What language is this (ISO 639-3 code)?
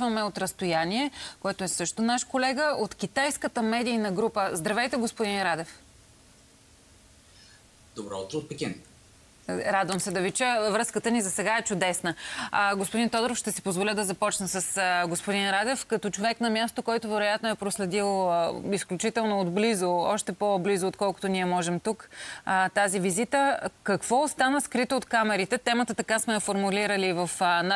bul